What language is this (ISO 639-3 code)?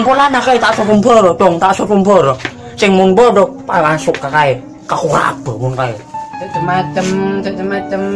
mad